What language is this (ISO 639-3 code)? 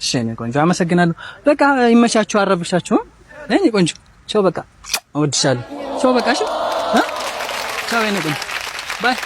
amh